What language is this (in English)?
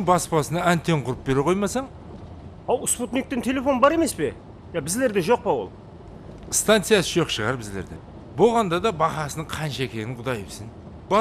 Kara-Kalpak